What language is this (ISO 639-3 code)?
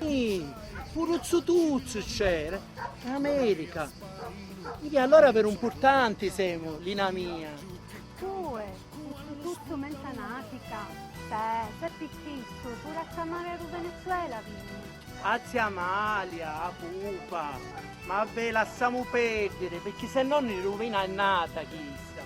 scn